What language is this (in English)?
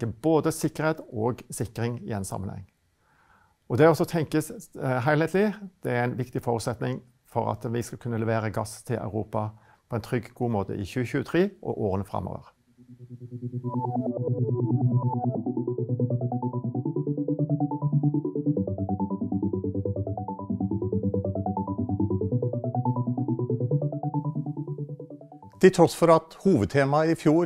Norwegian